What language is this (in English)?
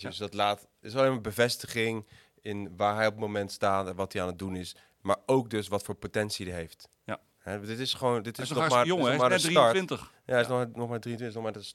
Dutch